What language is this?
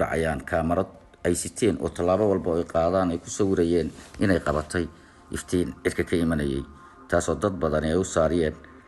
Somali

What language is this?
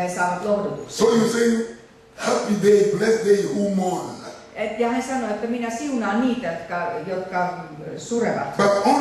Finnish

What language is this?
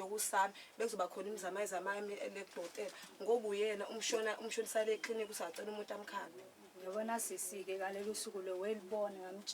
Zulu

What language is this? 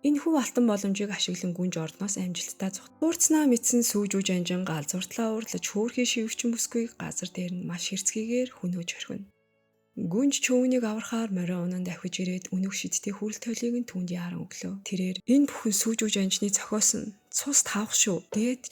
Mongolian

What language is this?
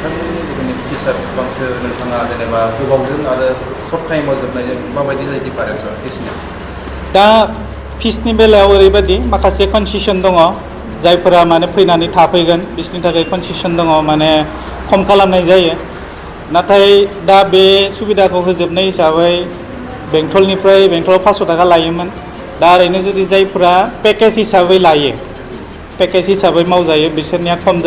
Bodo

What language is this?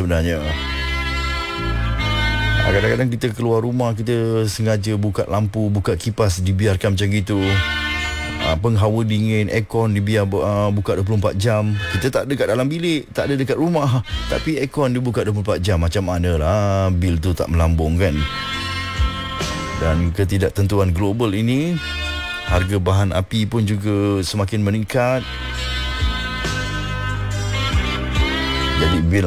Malay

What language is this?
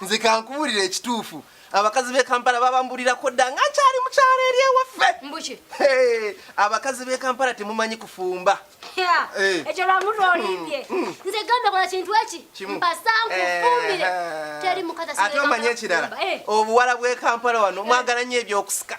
Ganda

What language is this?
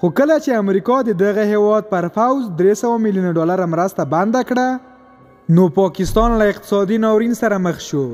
Pashto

